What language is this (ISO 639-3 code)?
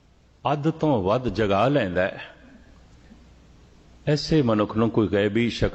pan